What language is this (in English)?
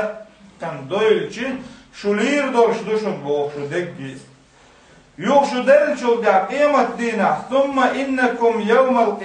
Chechen